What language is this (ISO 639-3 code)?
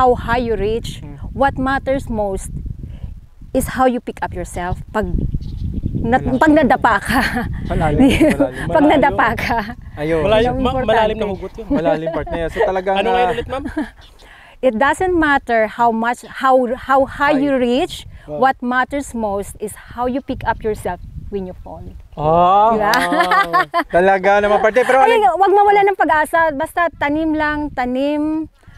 fil